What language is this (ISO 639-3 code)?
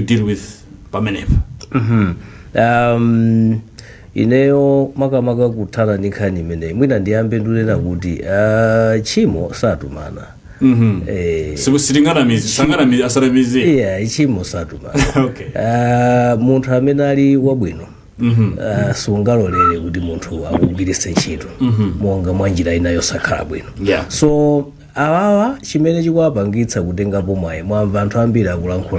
nya